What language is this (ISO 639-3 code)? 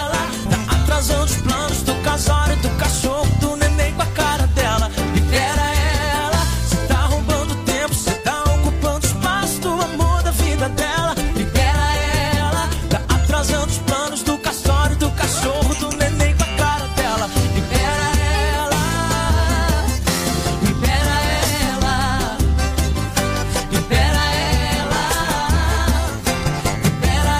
por